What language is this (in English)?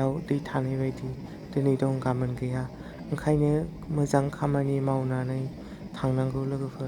Bodo